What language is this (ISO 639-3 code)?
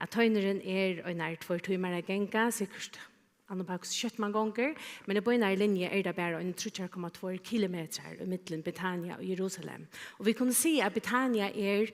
fao